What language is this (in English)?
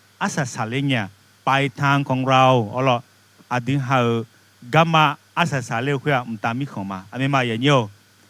Akha